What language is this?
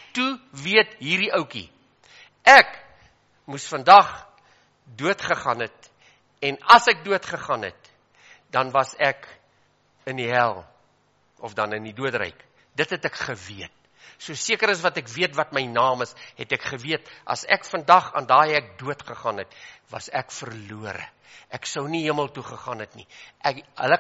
Afrikaans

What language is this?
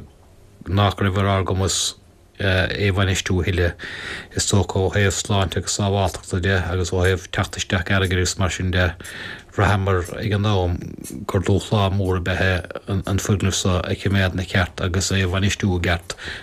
Irish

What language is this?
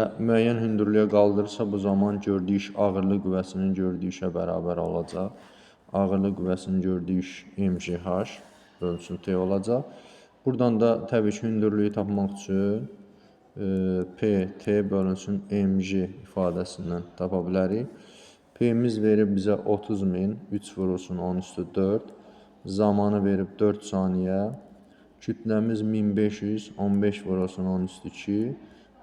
Azerbaijani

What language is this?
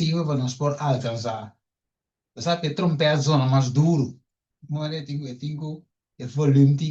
Papiamento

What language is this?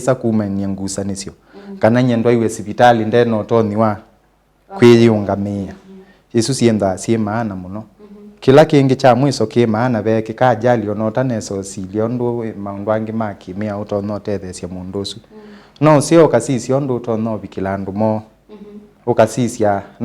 Kamba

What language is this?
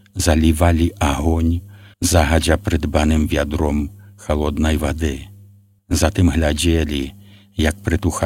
Belarusian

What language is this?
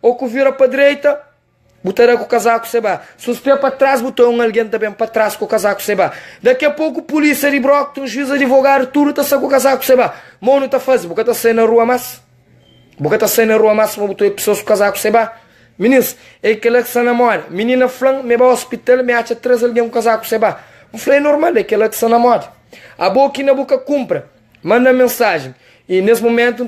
Kabuverdianu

